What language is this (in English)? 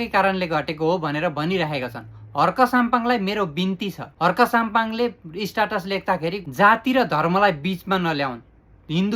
Nepali